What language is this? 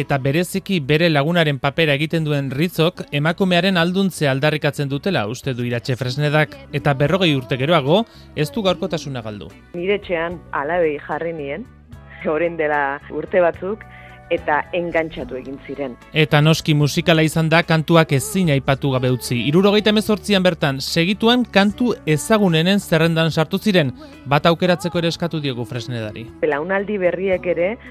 Basque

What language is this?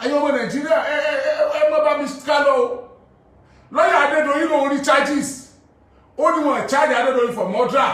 Yoruba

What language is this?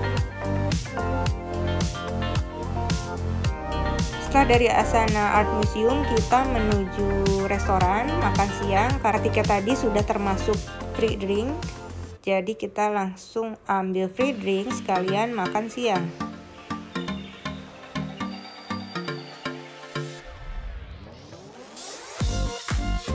Indonesian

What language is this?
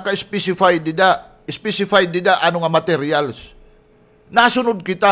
Waray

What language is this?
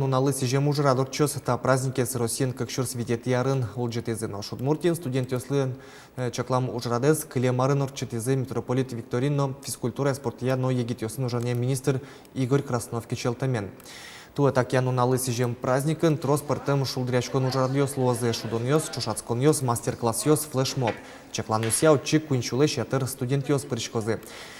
Udmurt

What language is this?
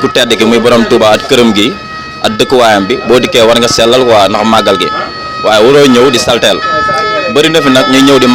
Wolof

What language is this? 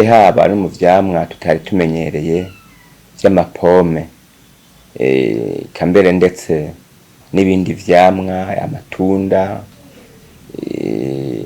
Rundi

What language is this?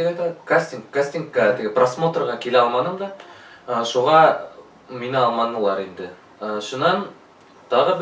Bashkir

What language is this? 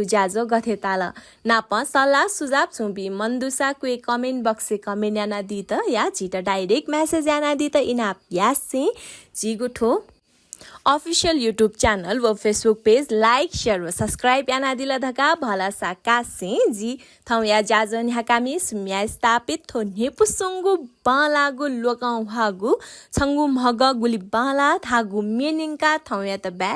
Newari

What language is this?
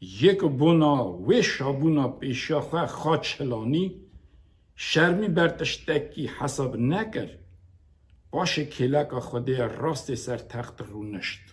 Kurdish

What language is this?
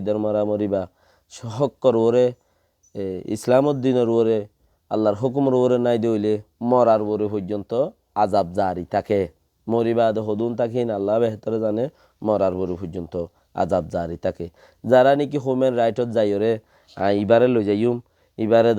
Rohingya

